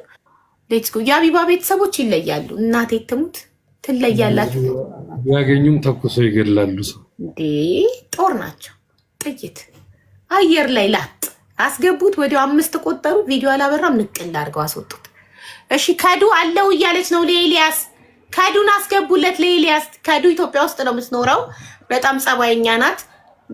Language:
Amharic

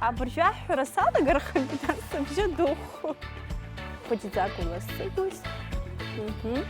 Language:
Abkhazian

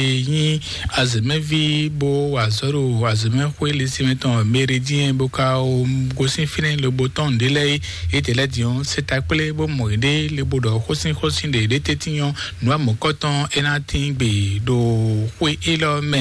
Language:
Fon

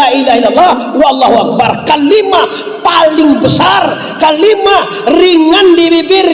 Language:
Minangkabau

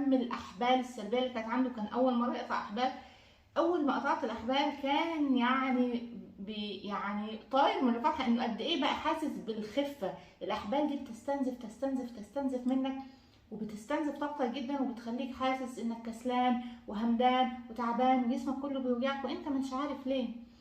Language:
Egyptian Arabic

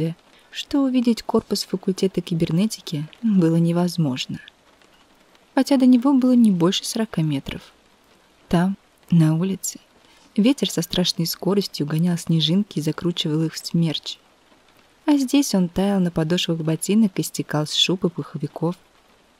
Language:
Russian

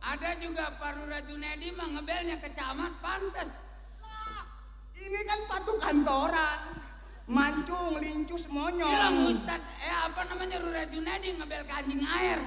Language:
Betawi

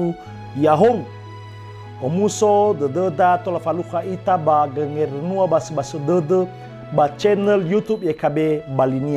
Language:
Nias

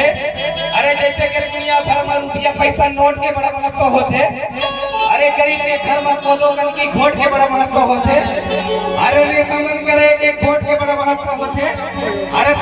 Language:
Chhattisgarhi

